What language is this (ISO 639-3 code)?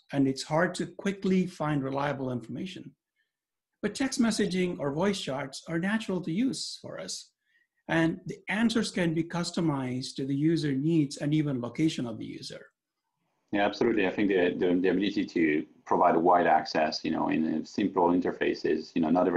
eng